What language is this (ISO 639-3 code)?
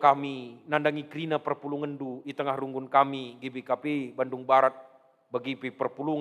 btx